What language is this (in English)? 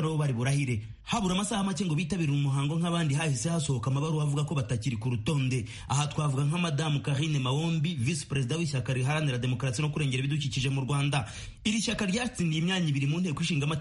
Kinyarwanda